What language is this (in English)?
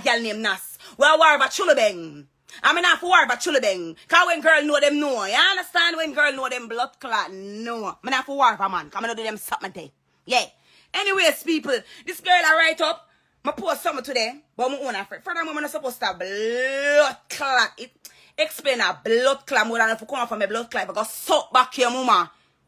Jamaican Creole English